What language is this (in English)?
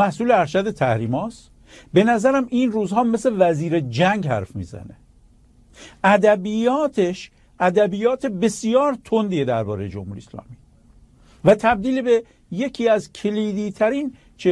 Persian